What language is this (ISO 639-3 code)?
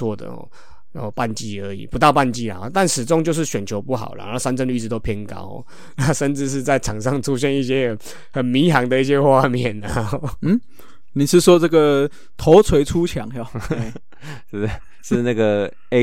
zho